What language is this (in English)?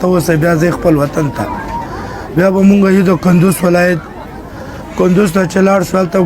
Pashto